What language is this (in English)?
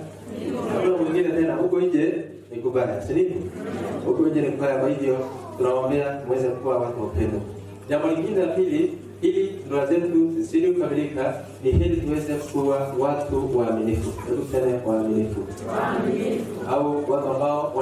Swahili